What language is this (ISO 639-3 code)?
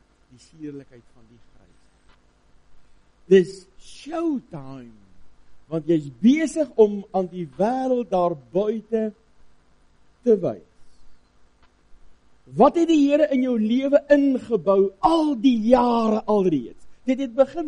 afr